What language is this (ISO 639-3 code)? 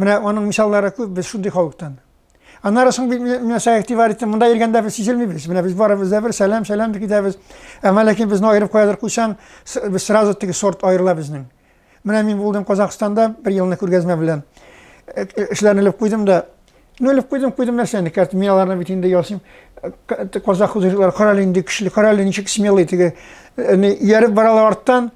tat